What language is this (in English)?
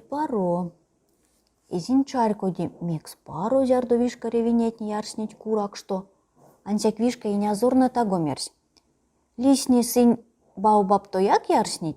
Erzya